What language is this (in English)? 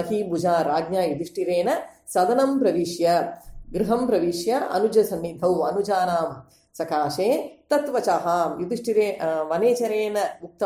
Sanskrit